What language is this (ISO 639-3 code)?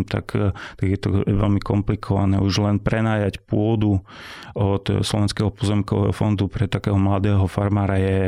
slk